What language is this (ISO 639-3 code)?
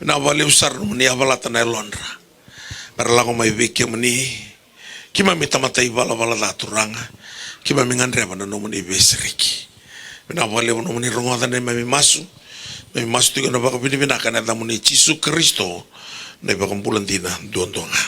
fij